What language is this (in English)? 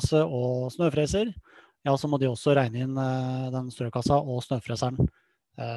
Norwegian